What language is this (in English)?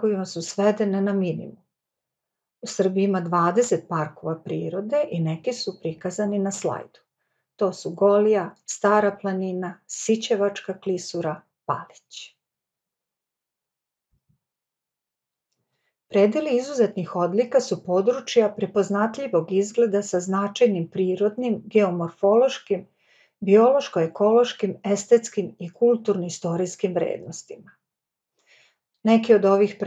Serbian